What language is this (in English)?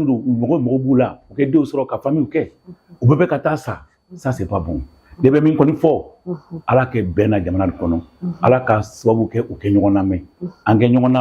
Bambara